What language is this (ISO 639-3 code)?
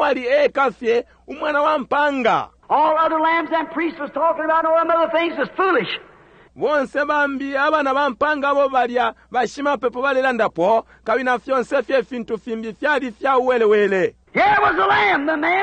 bem